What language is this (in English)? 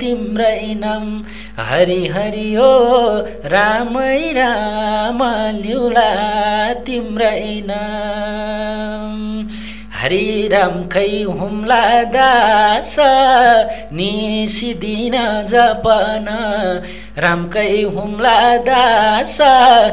Nepali